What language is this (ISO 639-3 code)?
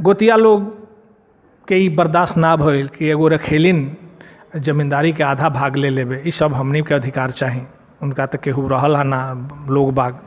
bho